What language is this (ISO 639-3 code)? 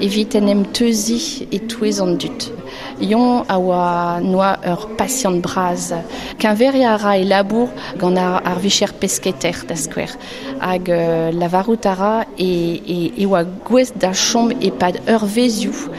bre